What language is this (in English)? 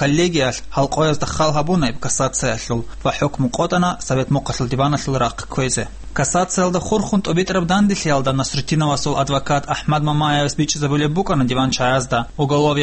Avaric